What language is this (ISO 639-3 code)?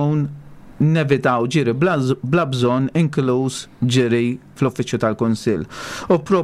mlt